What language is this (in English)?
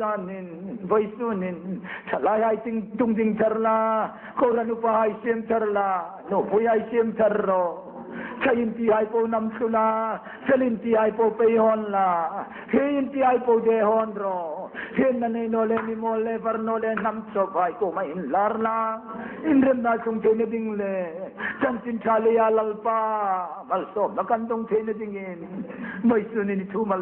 Hmar